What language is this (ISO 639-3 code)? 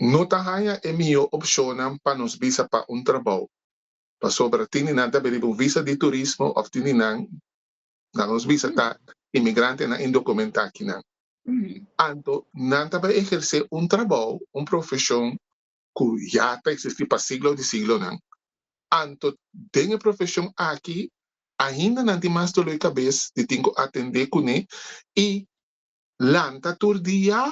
pap